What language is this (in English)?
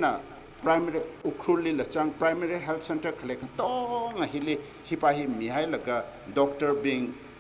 Tangkhul Naga (India)